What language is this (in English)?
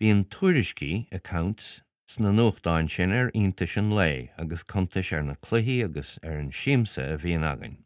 Irish